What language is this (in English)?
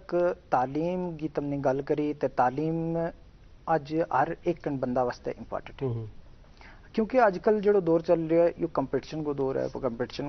Gujari